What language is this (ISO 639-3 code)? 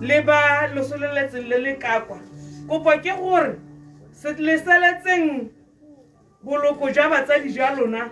tsn